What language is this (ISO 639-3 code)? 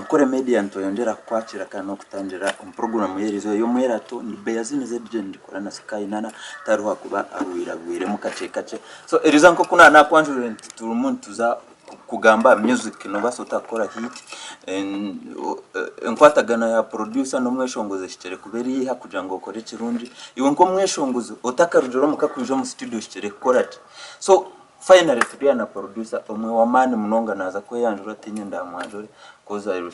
nyn